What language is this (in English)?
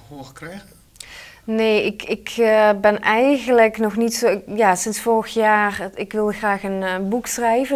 Dutch